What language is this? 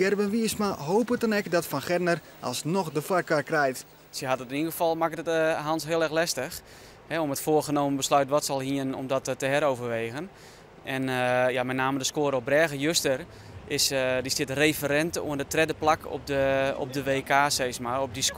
Western Frisian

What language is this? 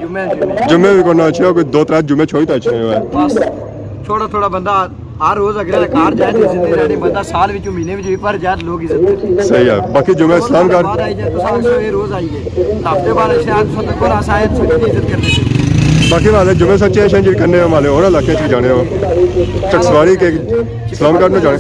Pahari-Potwari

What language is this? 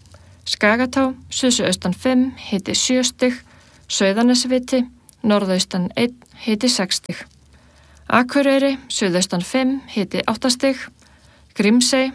Icelandic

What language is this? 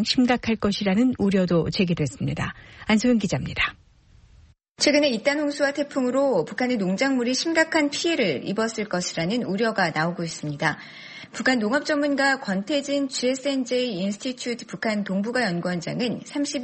Korean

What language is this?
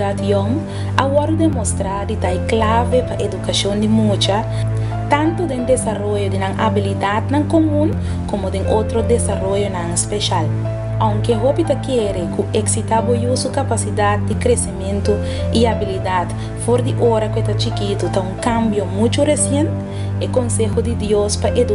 Papiamento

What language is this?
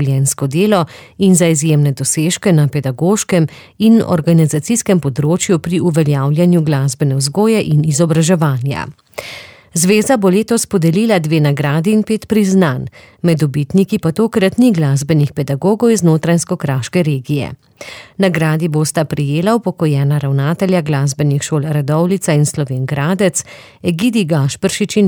Slovenian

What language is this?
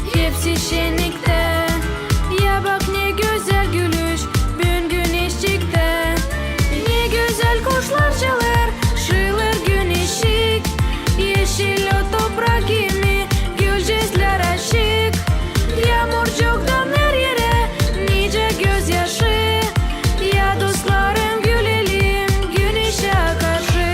Gagauz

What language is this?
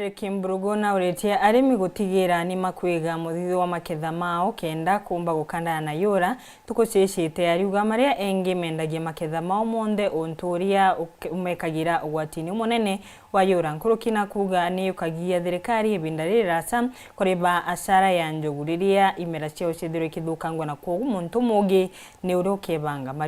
Meru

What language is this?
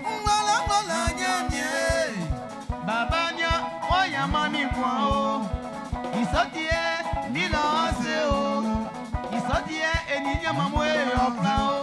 Baoulé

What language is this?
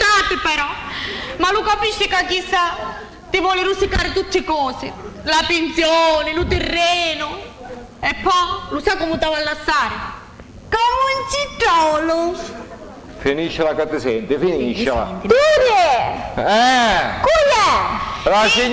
Sicilian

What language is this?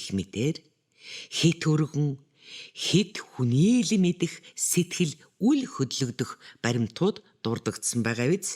Mongolian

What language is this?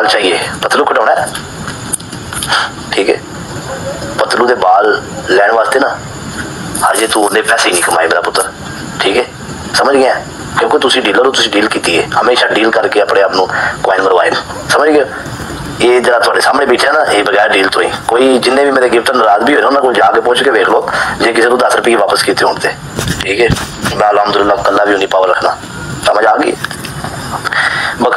Punjabi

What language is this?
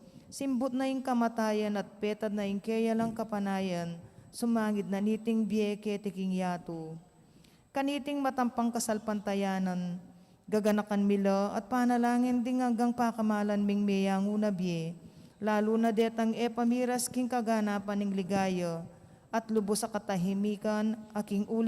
Pampanga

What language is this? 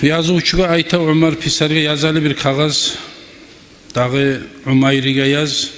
Kumyk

